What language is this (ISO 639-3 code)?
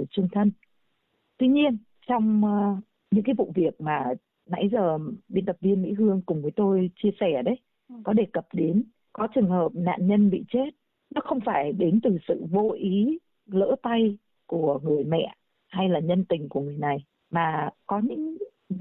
vie